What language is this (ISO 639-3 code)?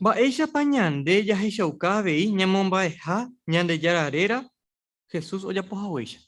grn